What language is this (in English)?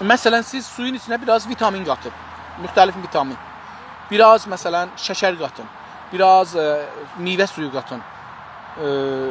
South Azerbaijani